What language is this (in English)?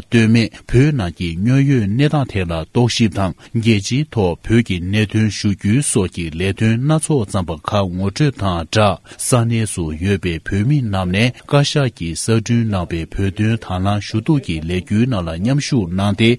Tibetan